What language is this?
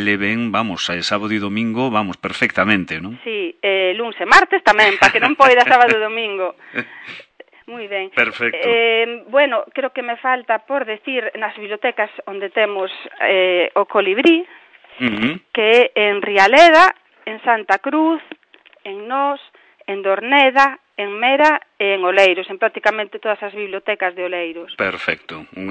Galician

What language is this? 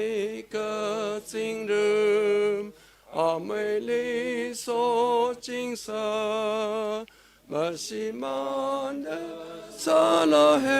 Tangkhul Naga (India)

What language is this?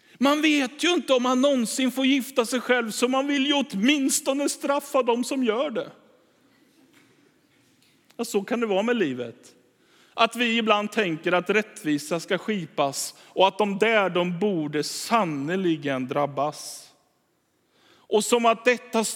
Swedish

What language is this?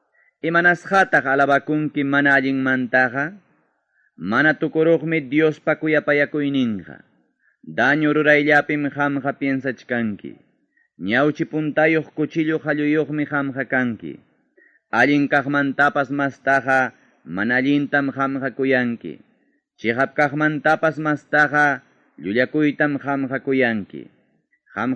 Ayacucho Quechua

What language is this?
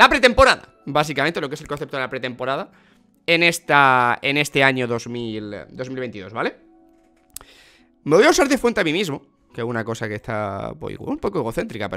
Spanish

